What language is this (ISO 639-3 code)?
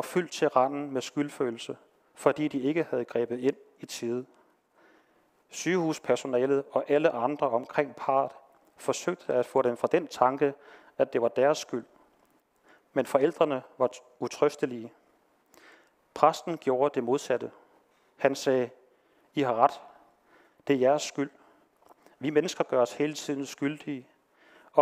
dan